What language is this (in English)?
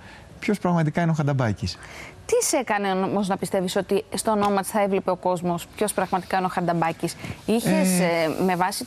Greek